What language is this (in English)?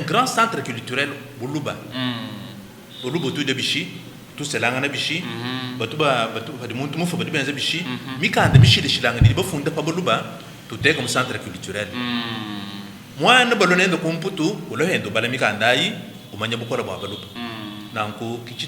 Luba-Lulua